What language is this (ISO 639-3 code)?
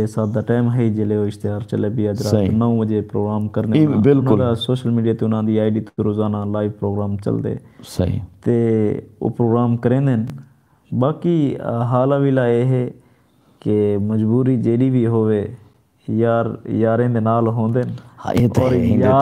skr